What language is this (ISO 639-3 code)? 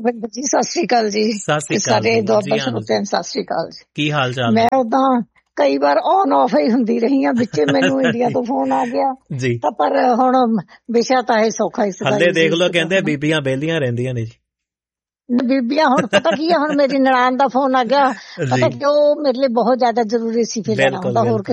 pan